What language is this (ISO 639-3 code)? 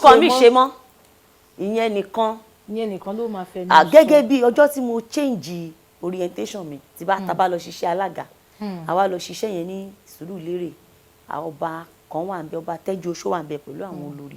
yor